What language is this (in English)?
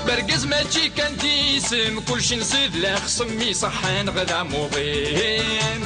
Kabyle